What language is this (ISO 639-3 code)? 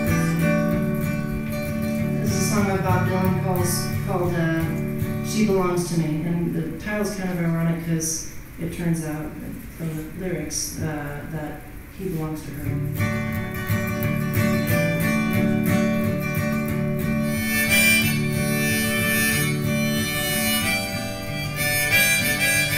eng